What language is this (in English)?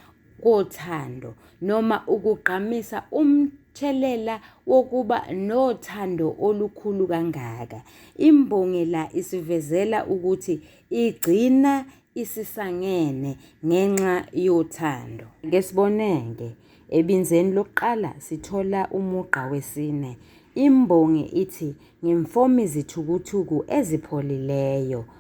Zulu